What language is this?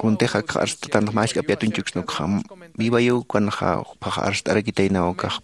Aymara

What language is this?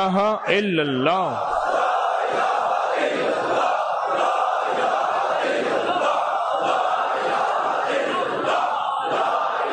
Urdu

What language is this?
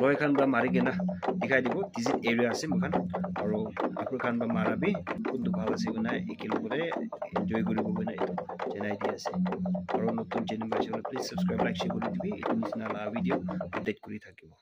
Naga Pidgin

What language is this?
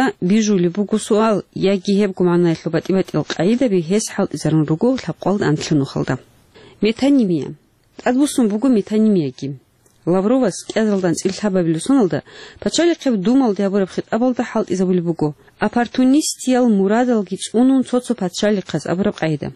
Avaric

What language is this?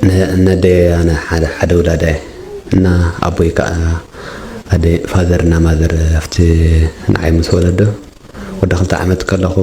Tigrinya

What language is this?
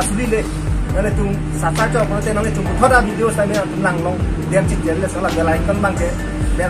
Karbi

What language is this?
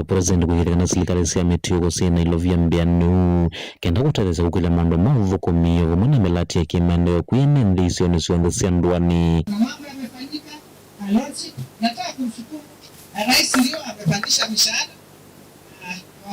Kamba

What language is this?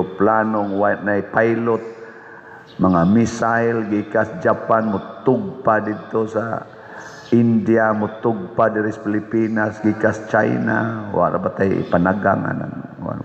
Cebuano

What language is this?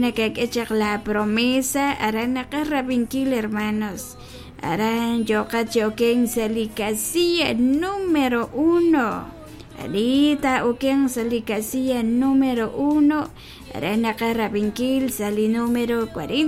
Kekchí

